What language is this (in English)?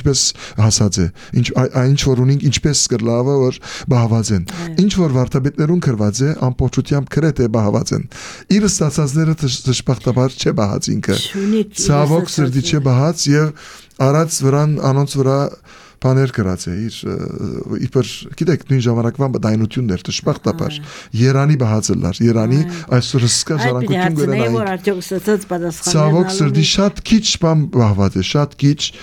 Armenian